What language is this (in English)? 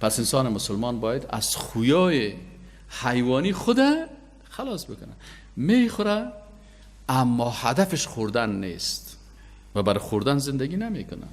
Persian